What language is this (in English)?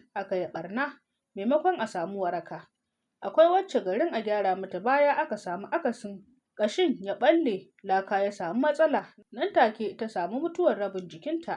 Hausa